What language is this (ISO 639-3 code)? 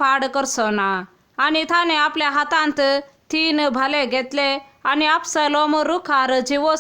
kok